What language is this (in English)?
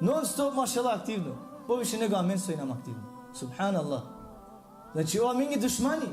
Balkan Romani